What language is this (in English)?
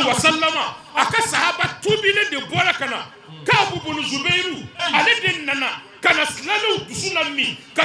Bambara